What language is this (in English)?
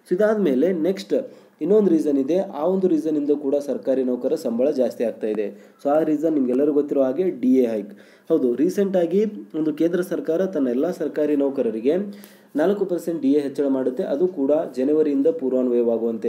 Kannada